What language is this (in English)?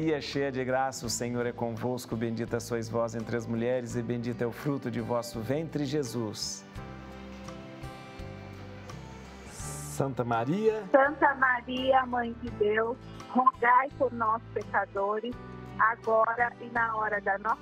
Portuguese